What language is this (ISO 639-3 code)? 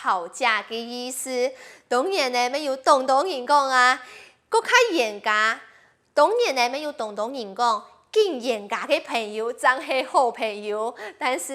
hak